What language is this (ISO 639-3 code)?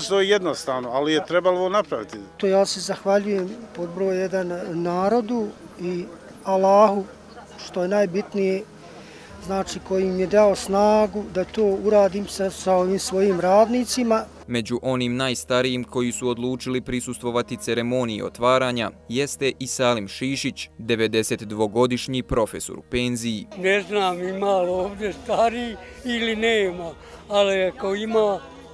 bos